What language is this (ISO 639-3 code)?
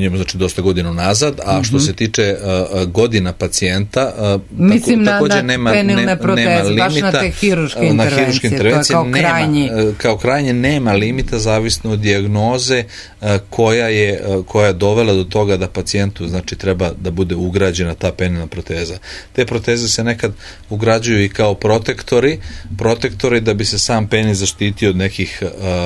srp